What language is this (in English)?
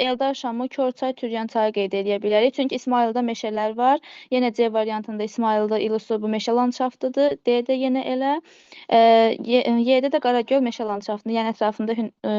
Azerbaijani